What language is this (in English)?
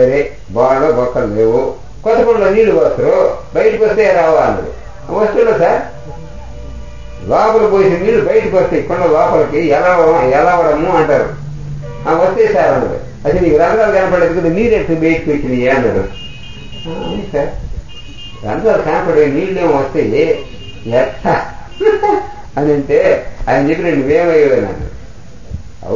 Telugu